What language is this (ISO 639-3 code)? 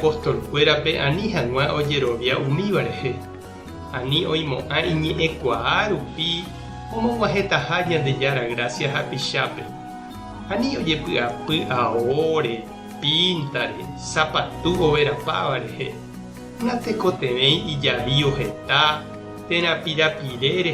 grn